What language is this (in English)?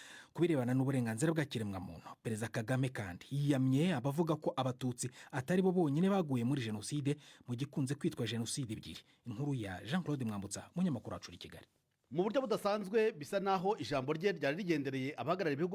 Kinyarwanda